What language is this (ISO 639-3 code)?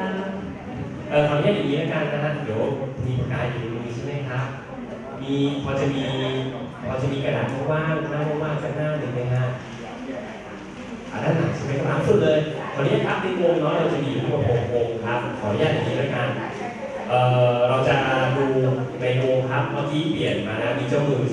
tha